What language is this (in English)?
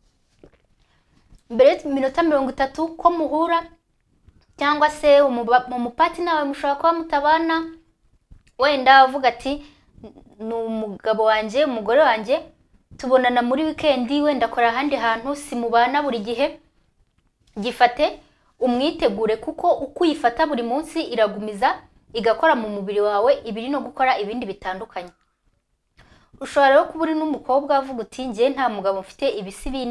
Kinyarwanda